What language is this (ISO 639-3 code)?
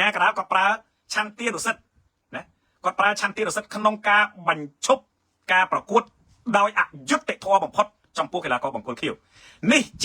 khm